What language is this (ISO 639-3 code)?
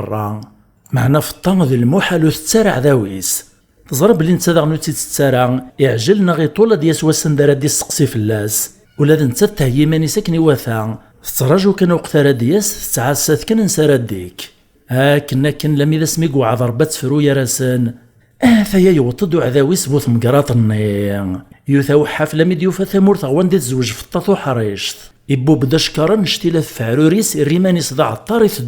kab